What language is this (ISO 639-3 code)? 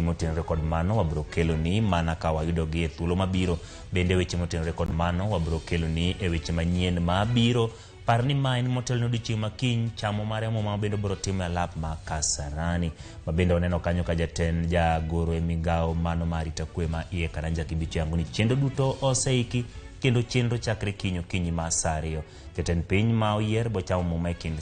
luo